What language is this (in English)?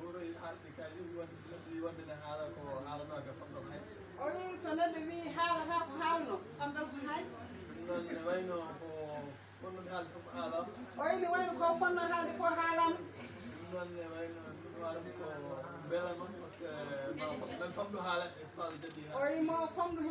Fula